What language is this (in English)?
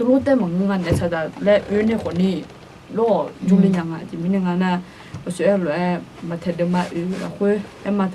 Akha